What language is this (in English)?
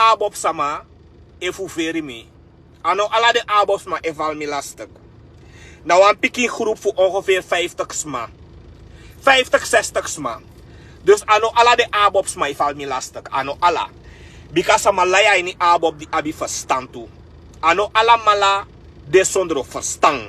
Sranan Tongo